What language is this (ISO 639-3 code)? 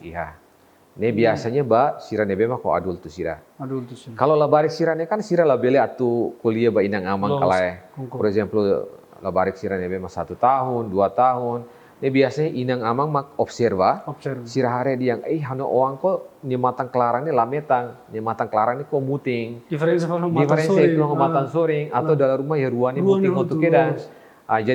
tet